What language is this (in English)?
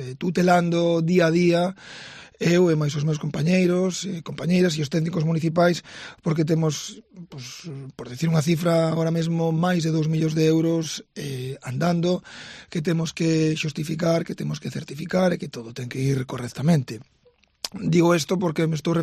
Galician